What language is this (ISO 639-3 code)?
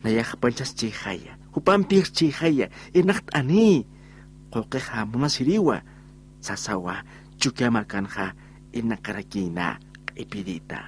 aym